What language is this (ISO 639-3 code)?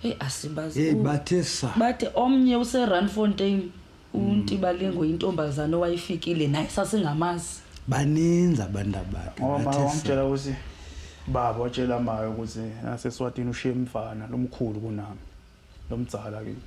zul